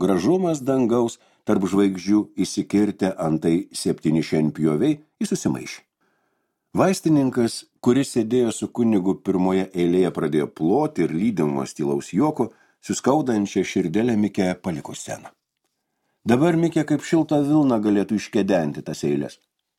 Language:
Lithuanian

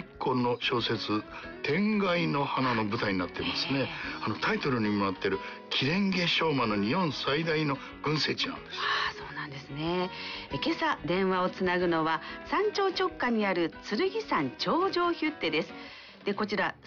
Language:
Japanese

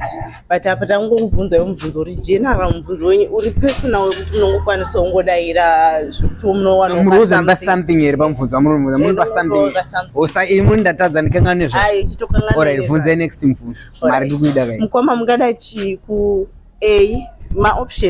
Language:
Shona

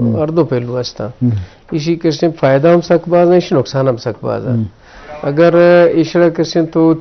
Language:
Eastern Balochi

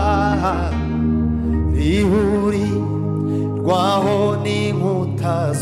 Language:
Kinyarwanda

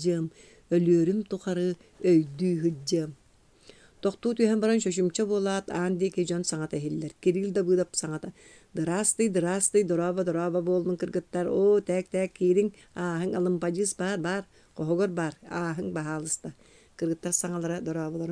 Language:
Yakut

